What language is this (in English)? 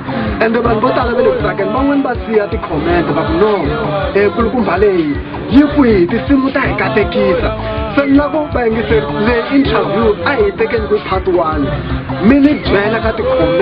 Tsonga